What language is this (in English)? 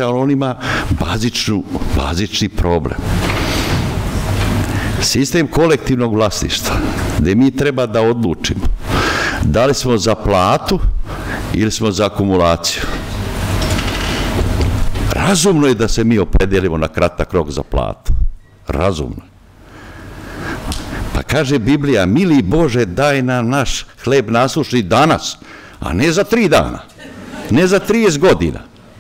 Serbian